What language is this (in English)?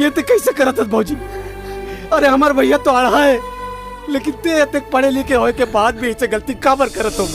Chhattisgarhi